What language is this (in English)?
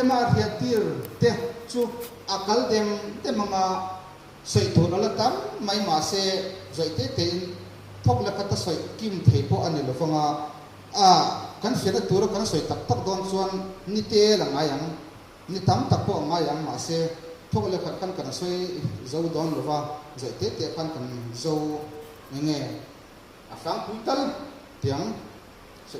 Mizo